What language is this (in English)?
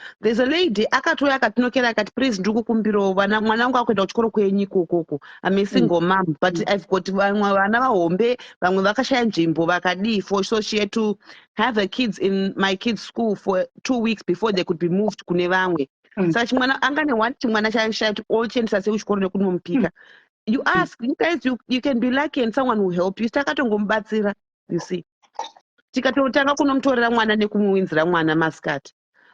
Shona